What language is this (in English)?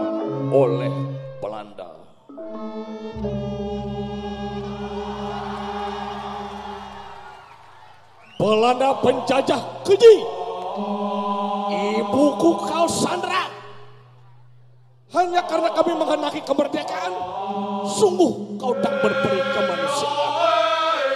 Indonesian